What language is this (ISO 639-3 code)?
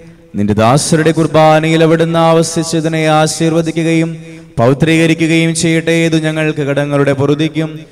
mal